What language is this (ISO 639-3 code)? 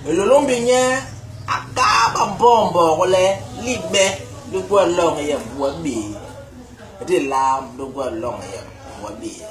bas